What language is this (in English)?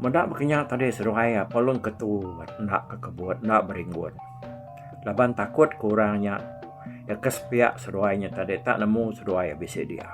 Iban